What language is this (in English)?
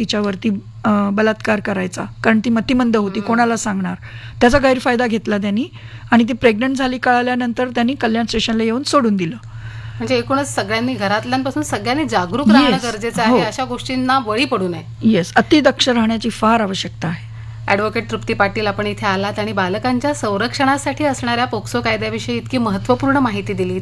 Marathi